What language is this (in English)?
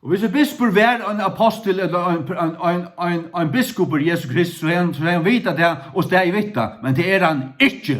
Faroese